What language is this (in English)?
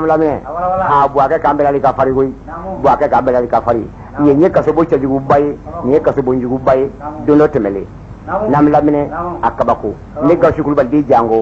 Bambara